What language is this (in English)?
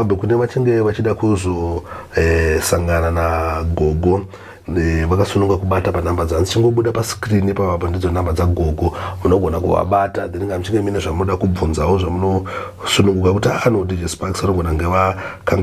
Shona